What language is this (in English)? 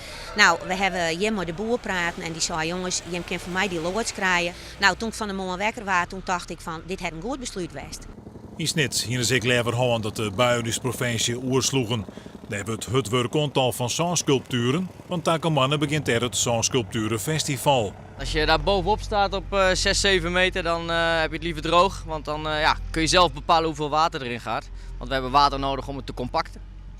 Western Frisian